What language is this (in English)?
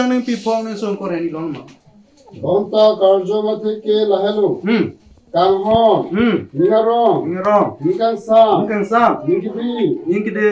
Karbi